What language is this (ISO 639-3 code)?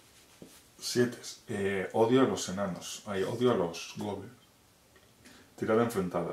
spa